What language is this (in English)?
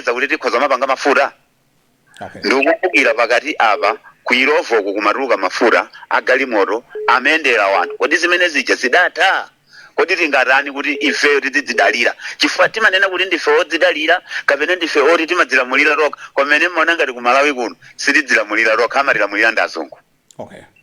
Nyanja